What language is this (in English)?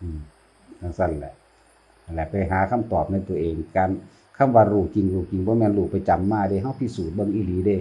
Northeastern Thai